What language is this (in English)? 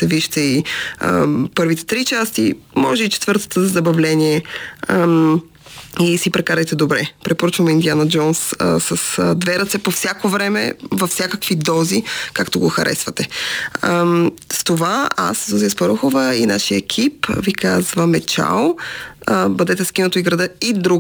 Bulgarian